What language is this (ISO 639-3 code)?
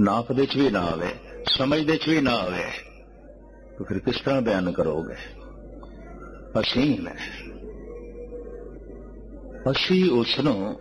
pan